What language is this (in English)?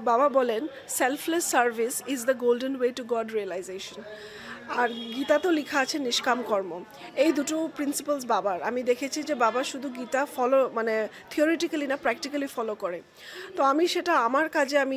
Bangla